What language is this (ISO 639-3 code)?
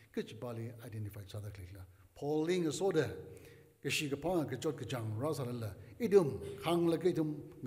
nmf